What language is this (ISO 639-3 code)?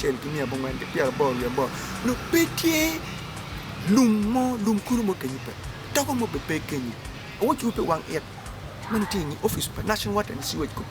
ach